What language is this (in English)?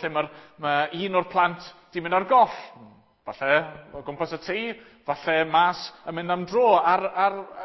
Welsh